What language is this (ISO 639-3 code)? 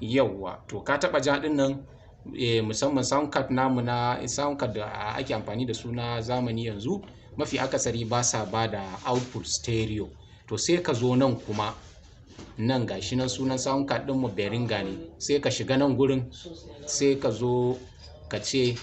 hau